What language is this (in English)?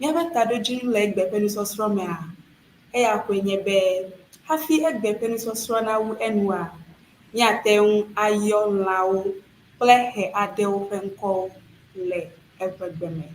Ewe